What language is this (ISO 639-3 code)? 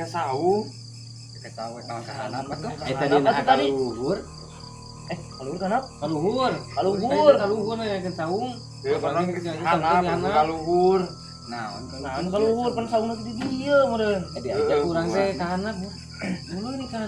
sun